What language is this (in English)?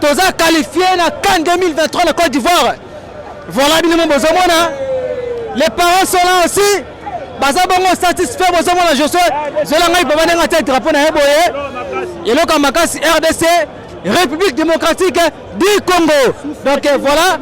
Lingala